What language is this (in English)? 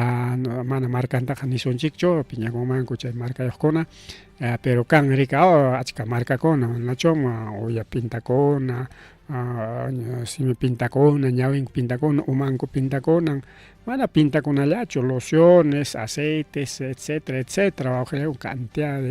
Ayacucho Quechua